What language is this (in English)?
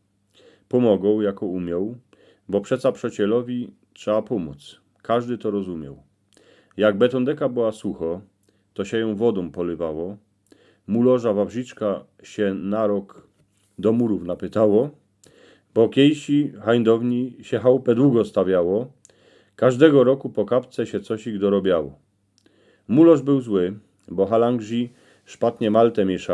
Silesian